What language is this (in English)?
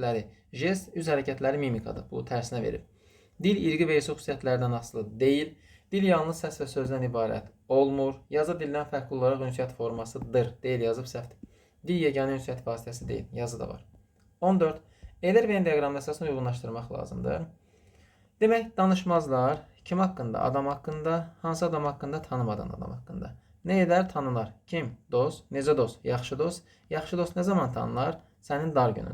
Azerbaijani